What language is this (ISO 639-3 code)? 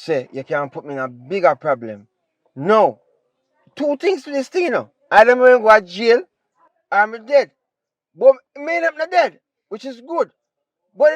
jam